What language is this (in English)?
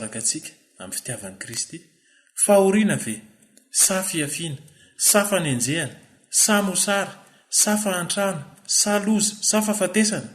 Malagasy